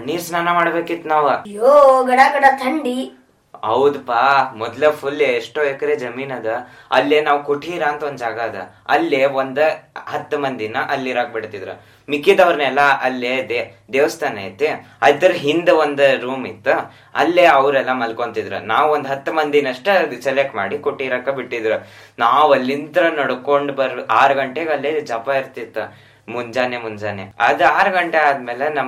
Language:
Kannada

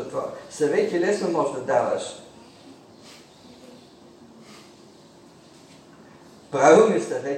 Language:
Bulgarian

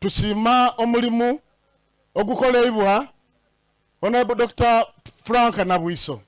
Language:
Soga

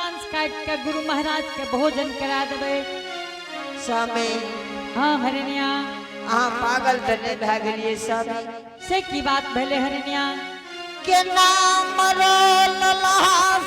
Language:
Angika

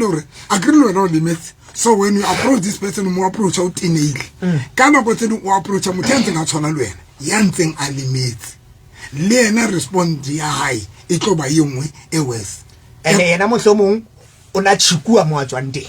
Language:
Southern Sotho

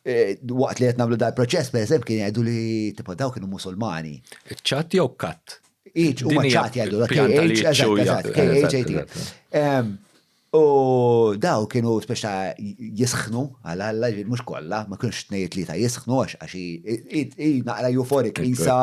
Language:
Maltese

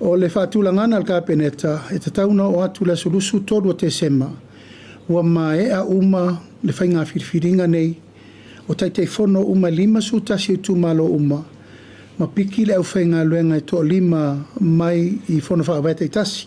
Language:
Samoan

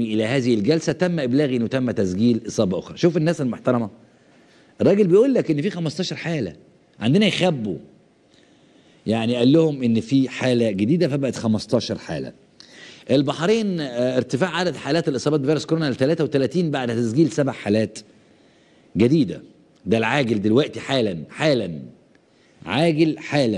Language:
Egyptian Arabic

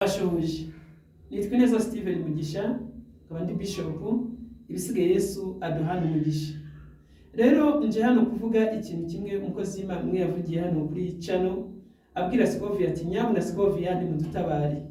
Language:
Kinyarwanda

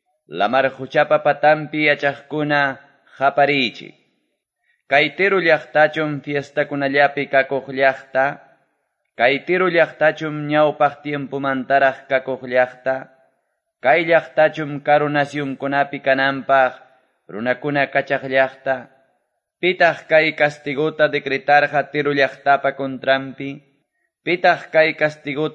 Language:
Quechua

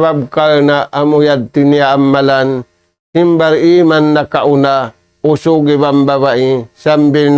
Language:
Tausug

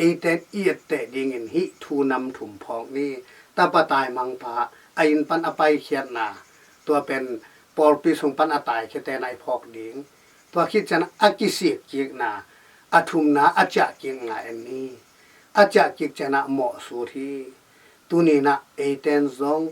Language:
Tedim Chin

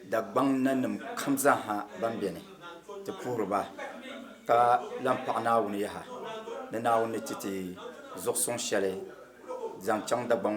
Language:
Dagbani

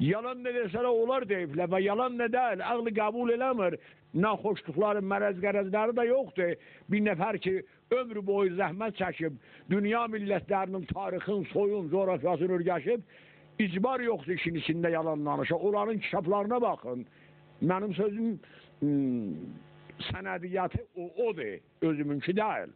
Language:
South Azerbaijani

